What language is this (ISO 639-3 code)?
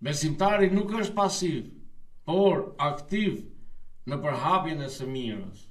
sqi